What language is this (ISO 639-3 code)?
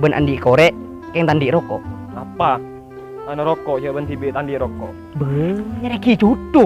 mad